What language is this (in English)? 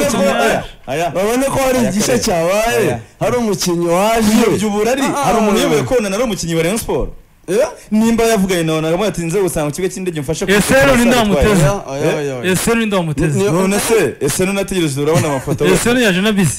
Kinyarwanda